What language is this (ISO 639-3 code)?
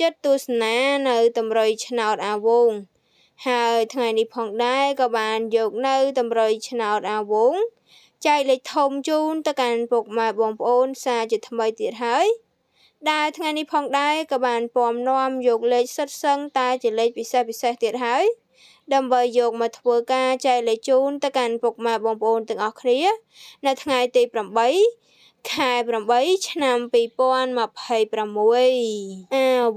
khm